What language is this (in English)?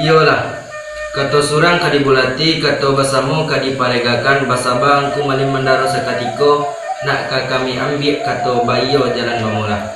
Minangkabau